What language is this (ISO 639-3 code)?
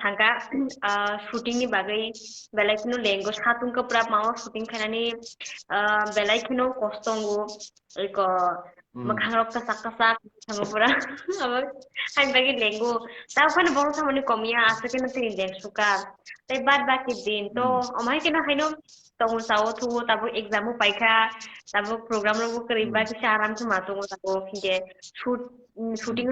trp